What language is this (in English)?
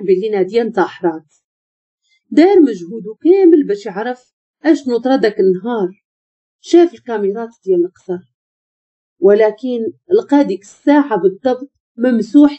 Moroccan Arabic